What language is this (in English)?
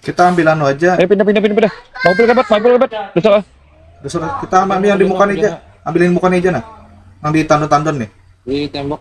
Banjar